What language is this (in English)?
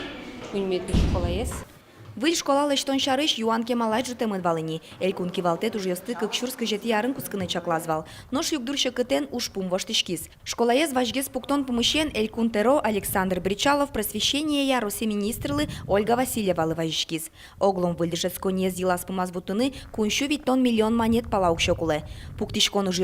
Udmurt